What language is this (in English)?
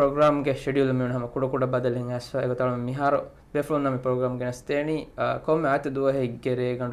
Divehi